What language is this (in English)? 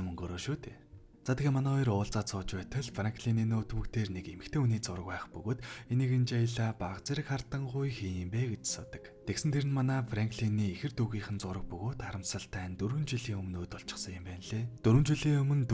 Mongolian